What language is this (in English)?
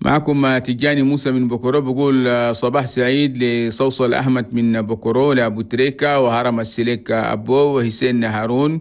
Chadian Arabic